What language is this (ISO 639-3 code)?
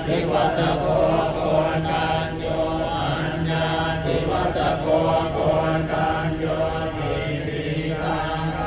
pli